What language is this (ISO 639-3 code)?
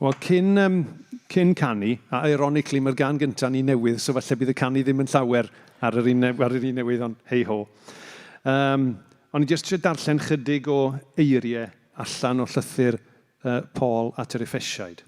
cym